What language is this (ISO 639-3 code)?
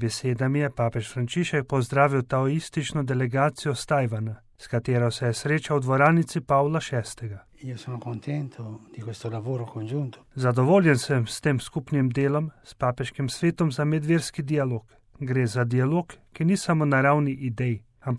slv